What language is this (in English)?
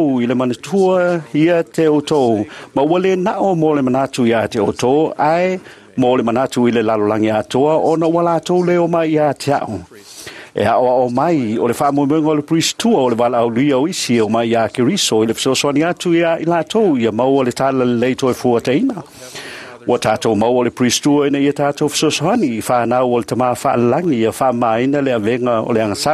Samoan